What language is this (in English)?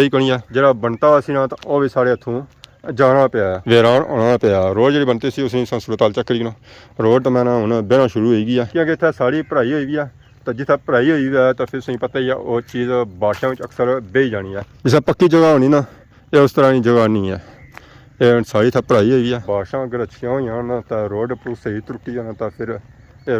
Pahari-Potwari